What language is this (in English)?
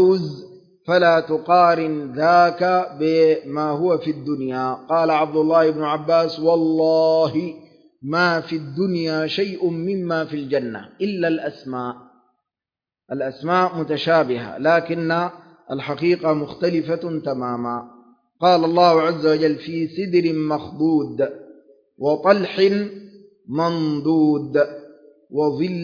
Arabic